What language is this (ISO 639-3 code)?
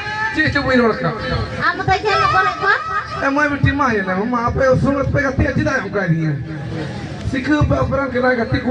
sat